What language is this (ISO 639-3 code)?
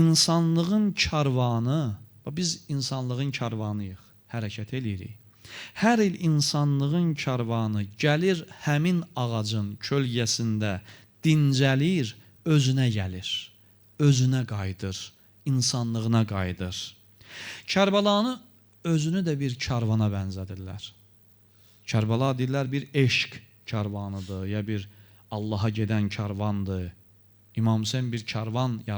aze